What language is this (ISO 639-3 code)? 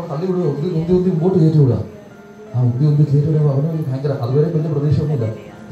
mal